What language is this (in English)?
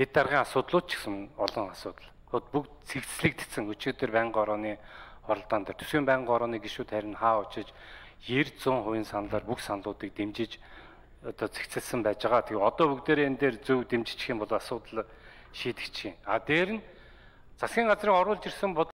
Mongolian